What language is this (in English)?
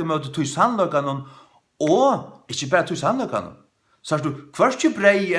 Faroese